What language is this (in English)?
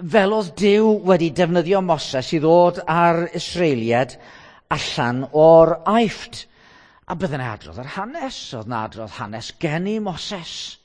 Welsh